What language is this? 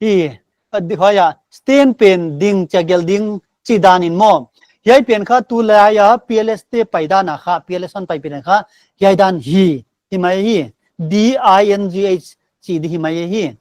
Paite Chin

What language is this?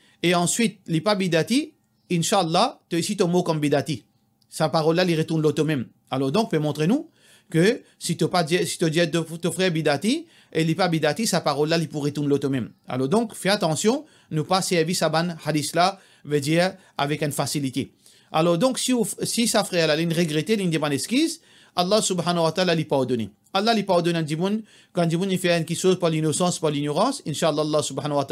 Morisyen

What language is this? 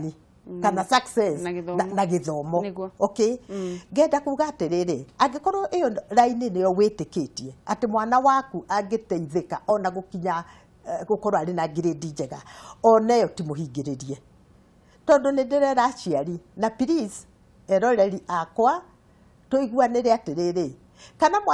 Kikuyu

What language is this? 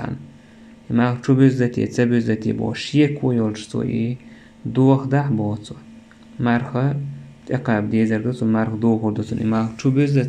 Chechen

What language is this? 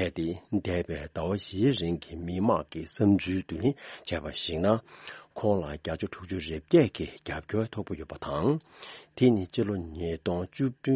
Tibetan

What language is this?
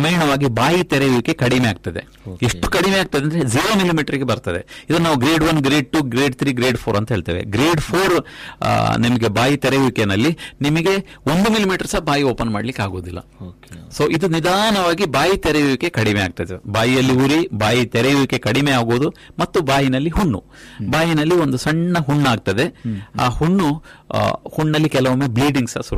Kannada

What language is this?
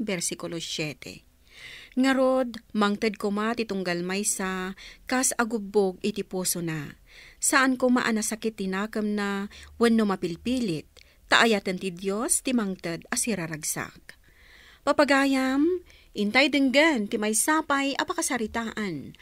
Iloko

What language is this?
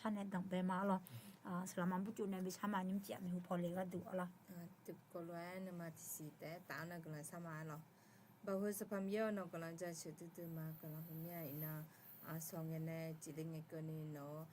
Akha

